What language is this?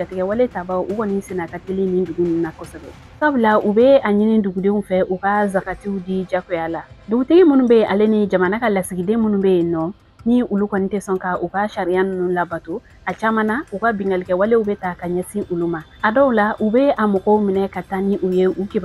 Bambara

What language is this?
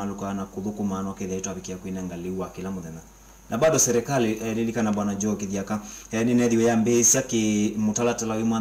Kamba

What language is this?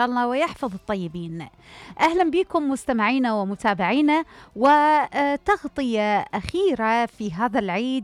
Mesopotamian Arabic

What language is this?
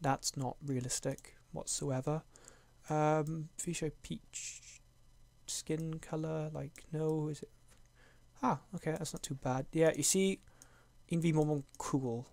Welsh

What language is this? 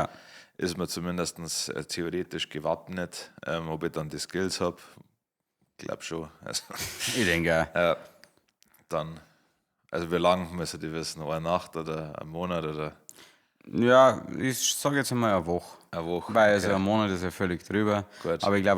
Bavarian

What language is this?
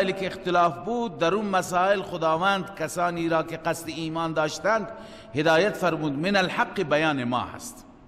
Persian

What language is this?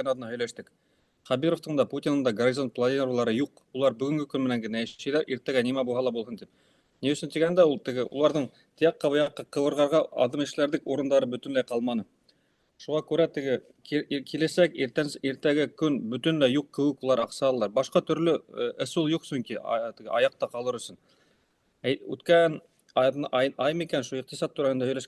Bashkir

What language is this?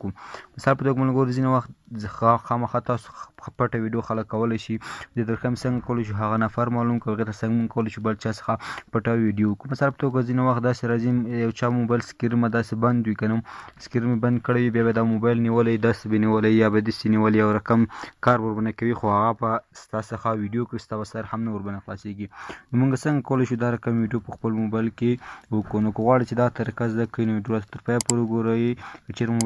Pashto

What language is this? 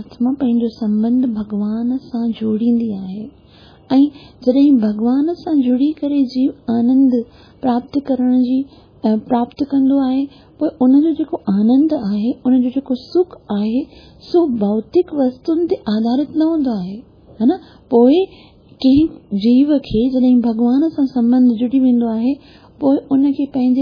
Sindhi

